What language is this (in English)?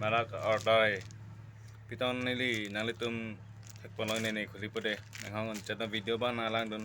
Karbi